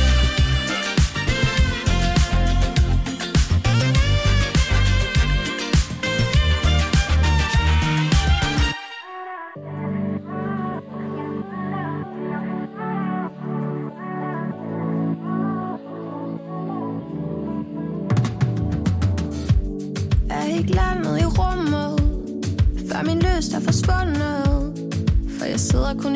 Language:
Danish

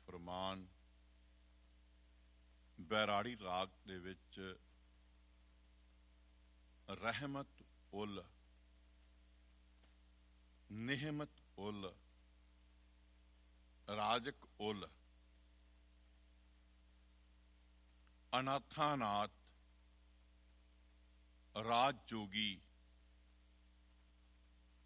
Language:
Punjabi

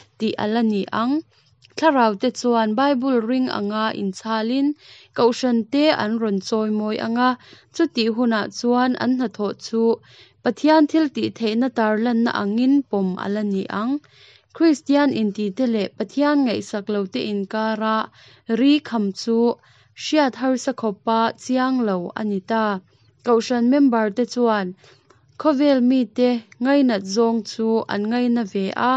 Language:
Mizo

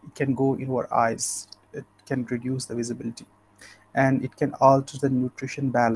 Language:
English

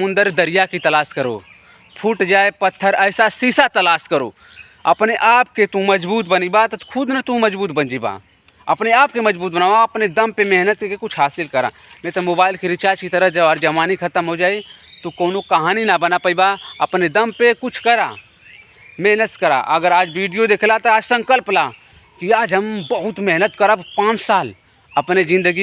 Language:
Bhojpuri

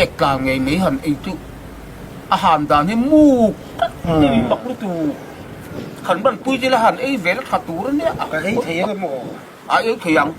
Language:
Mizo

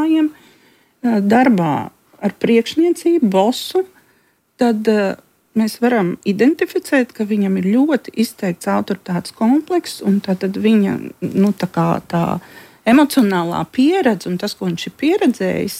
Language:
Latvian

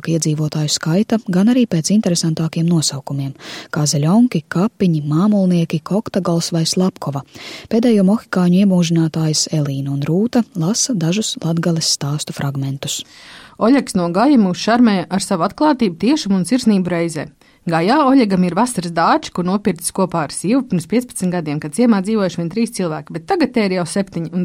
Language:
Latvian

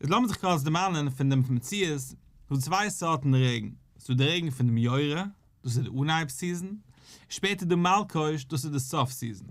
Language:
Yiddish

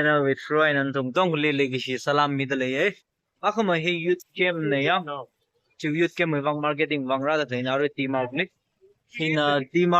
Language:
Tangkhul Naga (India)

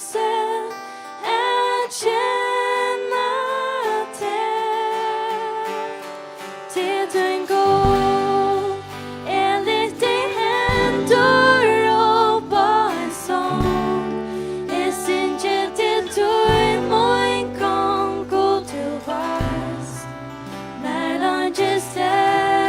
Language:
Faroese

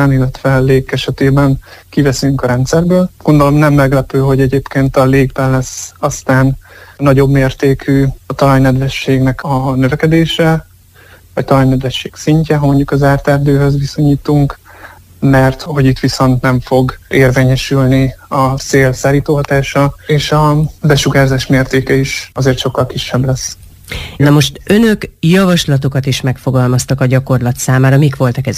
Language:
Hungarian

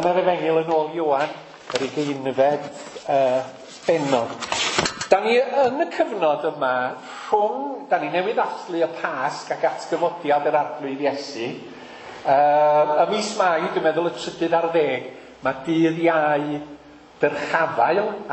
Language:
Welsh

